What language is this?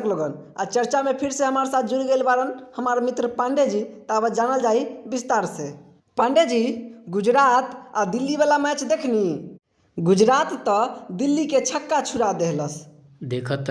Bhojpuri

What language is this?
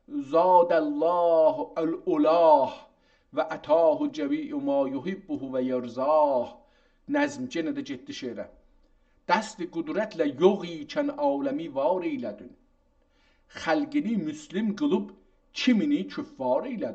South Azerbaijani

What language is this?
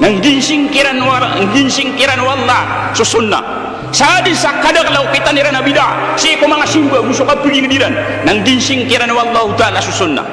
Maranao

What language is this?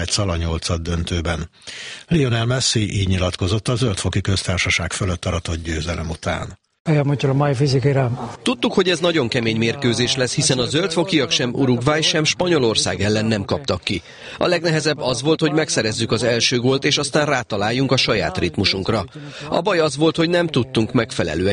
Hungarian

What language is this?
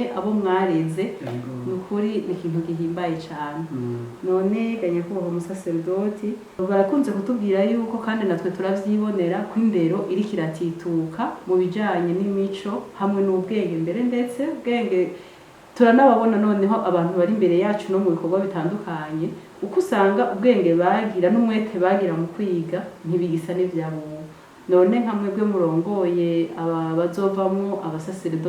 Rundi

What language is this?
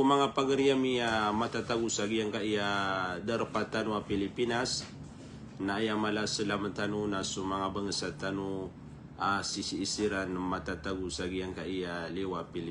Maranao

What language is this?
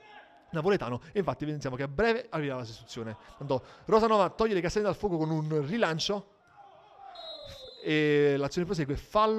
Italian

